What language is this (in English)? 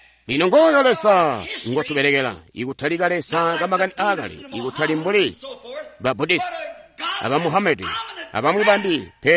Tonga (Zambia)